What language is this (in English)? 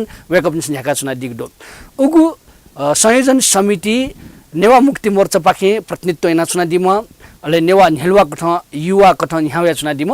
Newari